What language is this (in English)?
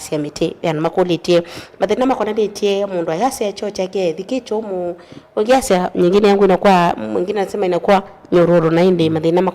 Kamba